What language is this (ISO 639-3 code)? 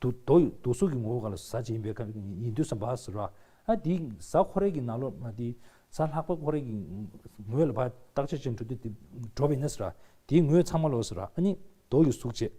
bod